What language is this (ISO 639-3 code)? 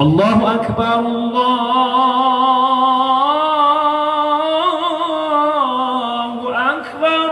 ace